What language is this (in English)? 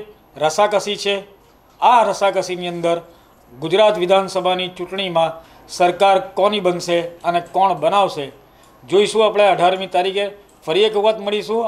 Gujarati